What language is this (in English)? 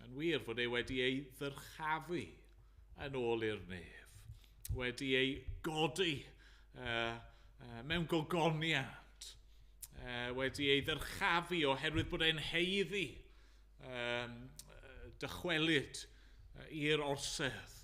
Welsh